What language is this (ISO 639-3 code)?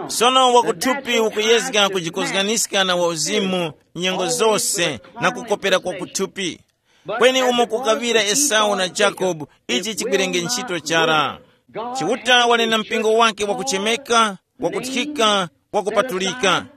tum